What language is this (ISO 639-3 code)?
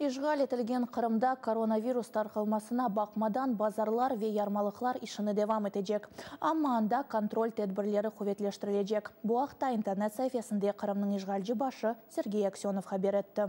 crh